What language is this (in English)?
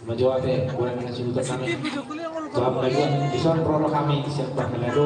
Batak Toba